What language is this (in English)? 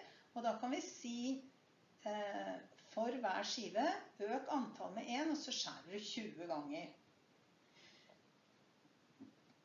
Norwegian